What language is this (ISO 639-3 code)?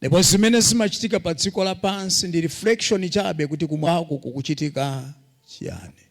nya